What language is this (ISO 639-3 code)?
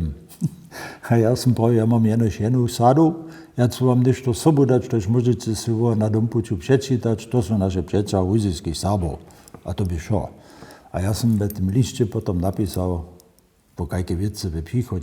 hsb